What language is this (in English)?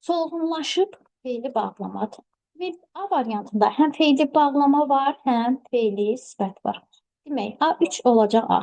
Azerbaijani